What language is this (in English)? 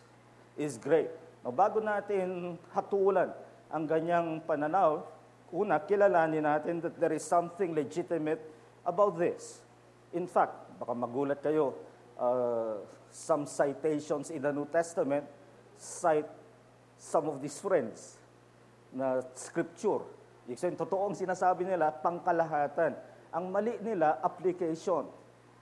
Filipino